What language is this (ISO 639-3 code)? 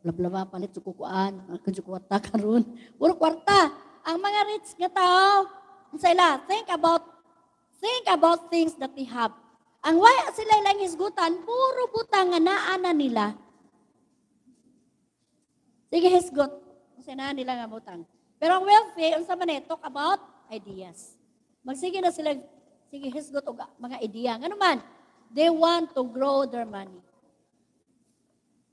ceb